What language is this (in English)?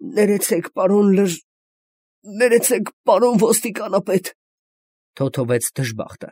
Armenian